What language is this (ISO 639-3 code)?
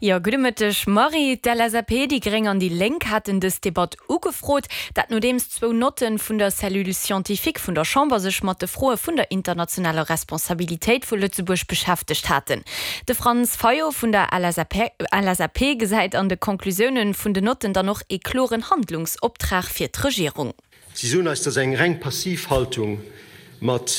ltz